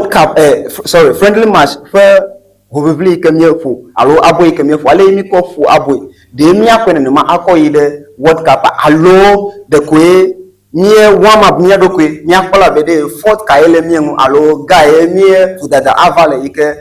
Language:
Ewe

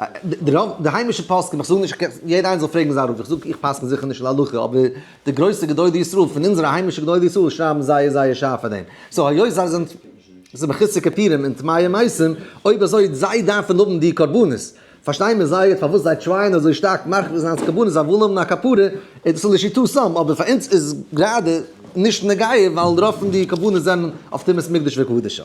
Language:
Yiddish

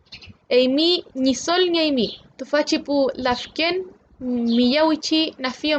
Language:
Mapuche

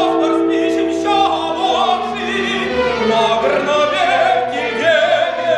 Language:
Chuvash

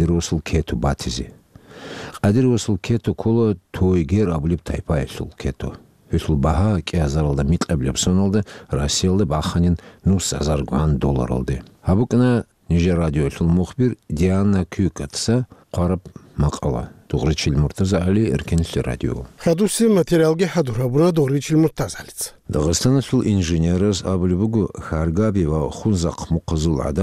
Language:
Avaric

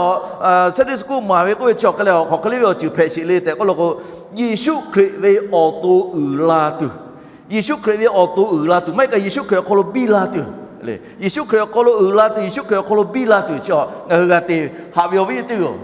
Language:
Lahu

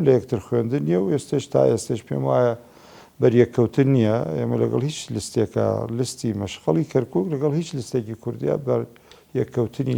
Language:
Central Kurdish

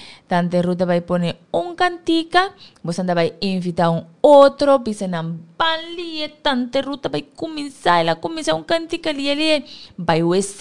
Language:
Papiamento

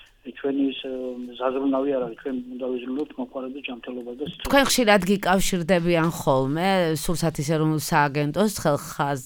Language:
Georgian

